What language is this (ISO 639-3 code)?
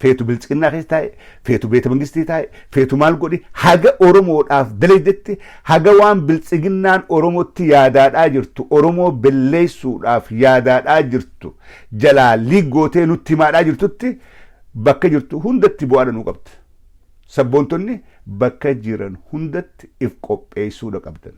orm